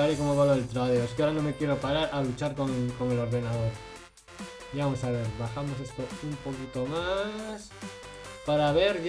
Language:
Spanish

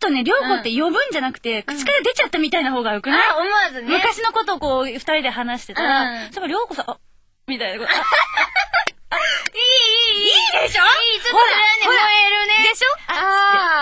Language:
Japanese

